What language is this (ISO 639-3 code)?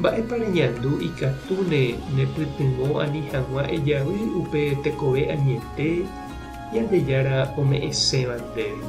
grn